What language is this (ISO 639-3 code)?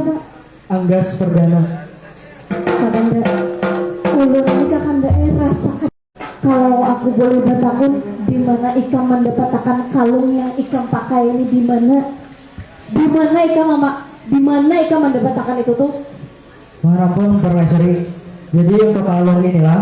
bjn